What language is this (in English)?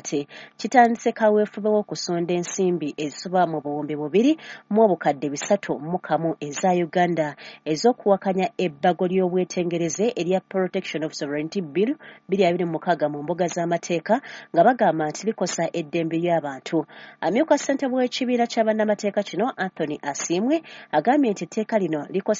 Ganda